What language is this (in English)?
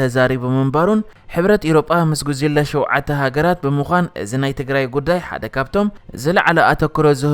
Tigrinya